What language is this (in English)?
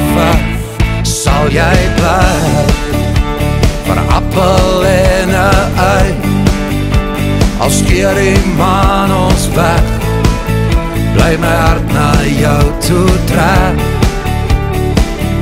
Afrikaans